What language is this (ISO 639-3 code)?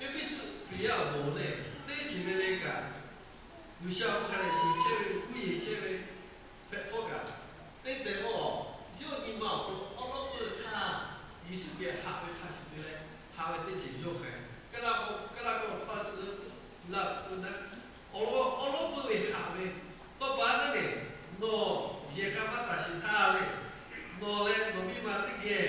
lhu